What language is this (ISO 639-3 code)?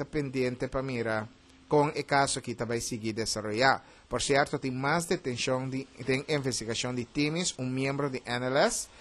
pap